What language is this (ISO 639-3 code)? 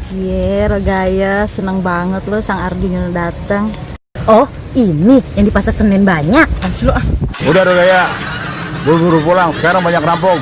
bew